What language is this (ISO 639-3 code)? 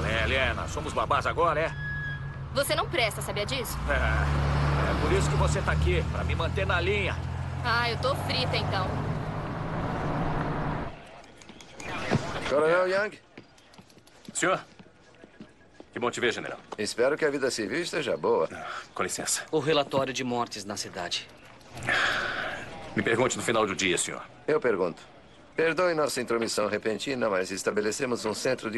por